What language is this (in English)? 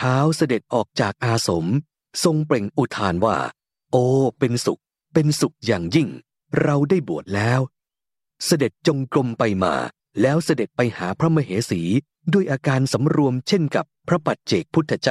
Thai